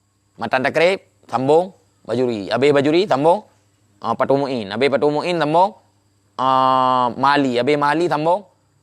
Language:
Achinese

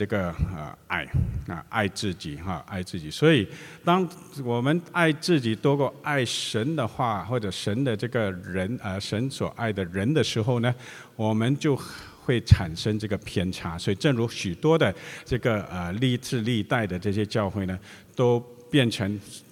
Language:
Chinese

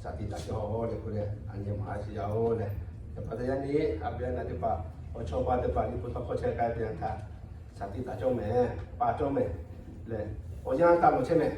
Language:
Lahu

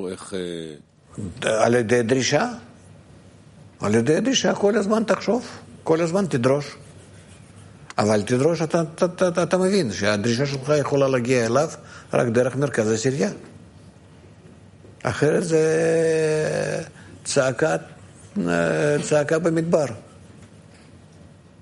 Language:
Hebrew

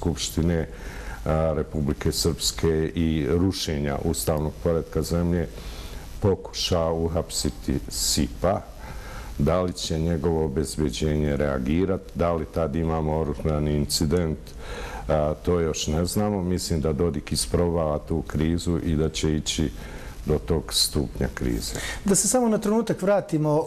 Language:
Bosnian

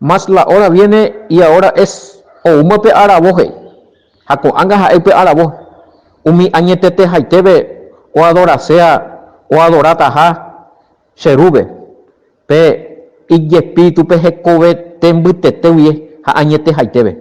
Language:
Guarani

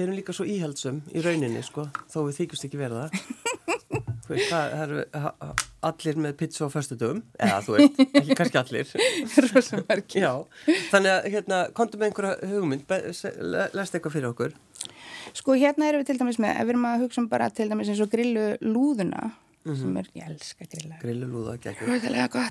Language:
Icelandic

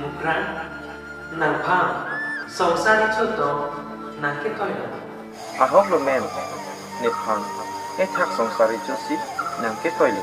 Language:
Karbi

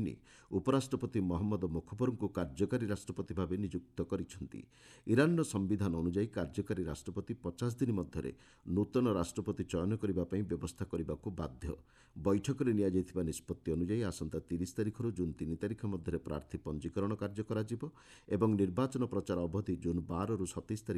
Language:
Odia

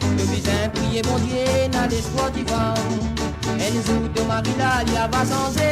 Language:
Morisyen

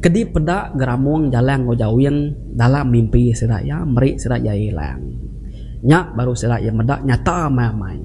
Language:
Iban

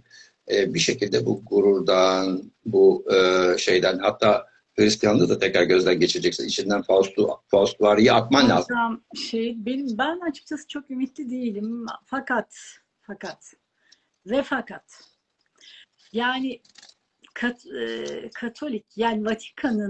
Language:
Turkish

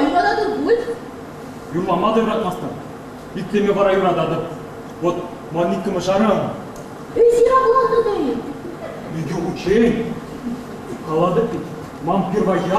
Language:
Chuvash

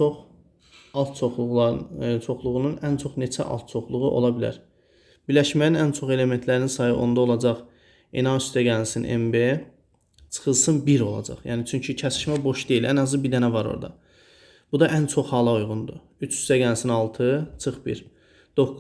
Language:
Azerbaijani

